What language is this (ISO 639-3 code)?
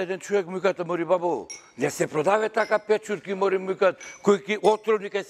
mkd